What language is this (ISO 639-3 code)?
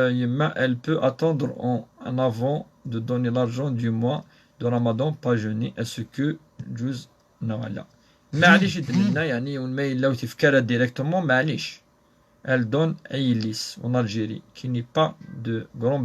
kab